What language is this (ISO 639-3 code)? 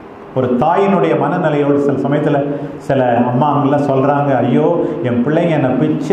tam